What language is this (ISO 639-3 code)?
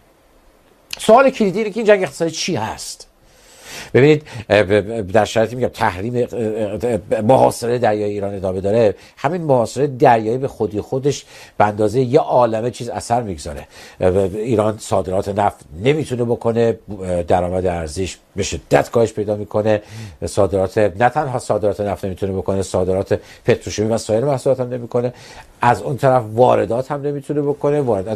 fas